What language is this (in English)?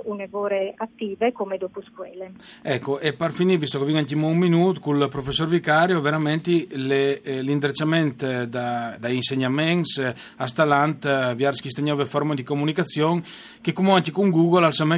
Friulian